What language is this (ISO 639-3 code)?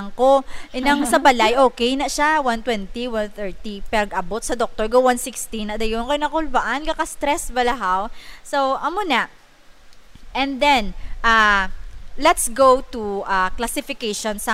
hil